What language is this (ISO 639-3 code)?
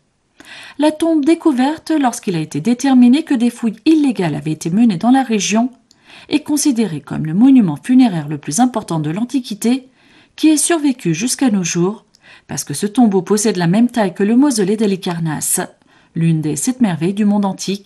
fra